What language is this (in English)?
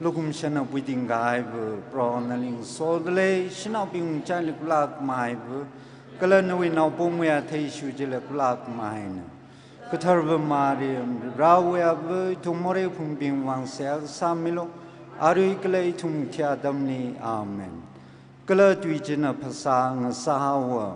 Tangkhul Naga (India)